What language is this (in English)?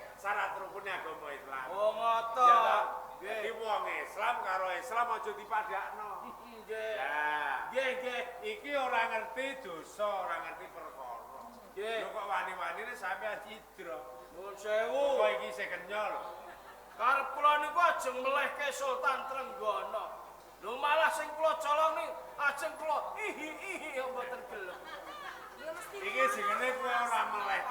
Javanese